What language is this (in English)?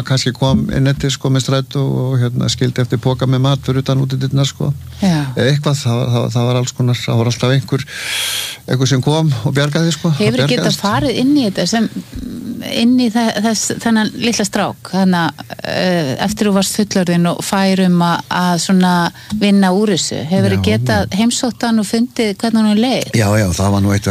Icelandic